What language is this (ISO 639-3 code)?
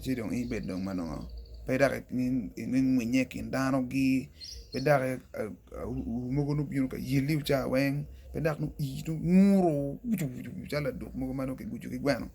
ach